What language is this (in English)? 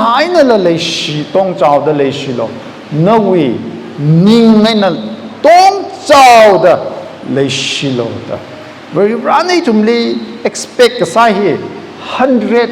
Tangkhul Naga (India)